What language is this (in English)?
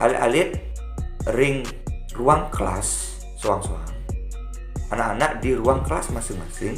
Balinese